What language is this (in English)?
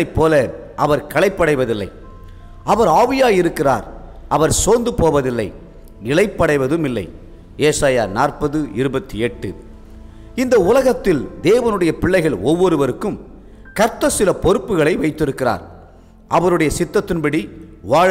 Tamil